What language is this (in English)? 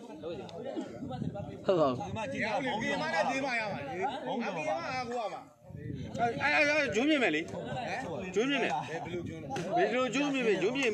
Burmese